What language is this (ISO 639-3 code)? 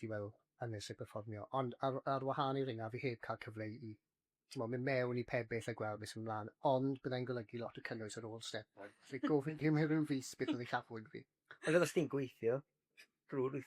cym